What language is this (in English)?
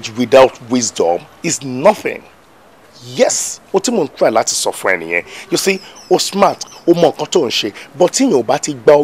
Yoruba